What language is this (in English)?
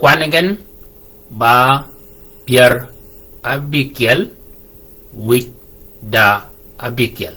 Shilluk